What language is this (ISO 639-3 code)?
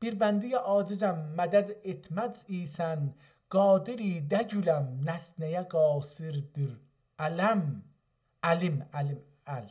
azb